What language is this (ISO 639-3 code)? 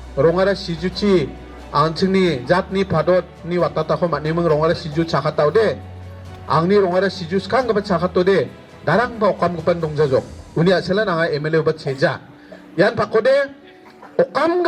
grt